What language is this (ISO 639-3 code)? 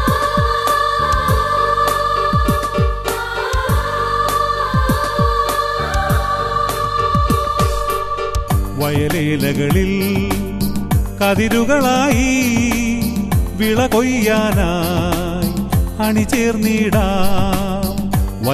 mal